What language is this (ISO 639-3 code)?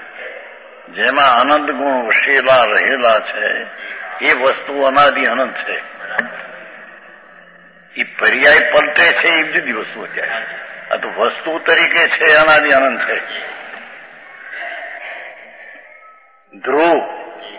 guj